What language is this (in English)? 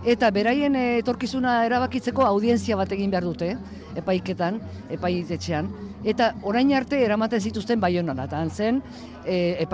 Basque